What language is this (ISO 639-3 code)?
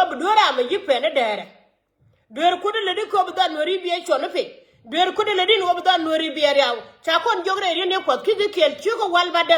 nus